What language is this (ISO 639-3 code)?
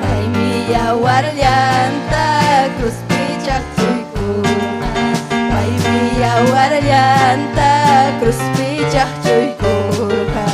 quy